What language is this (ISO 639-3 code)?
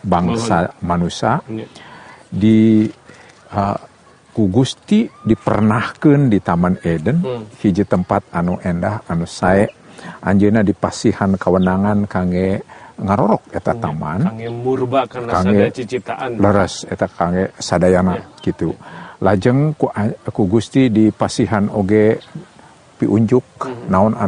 sun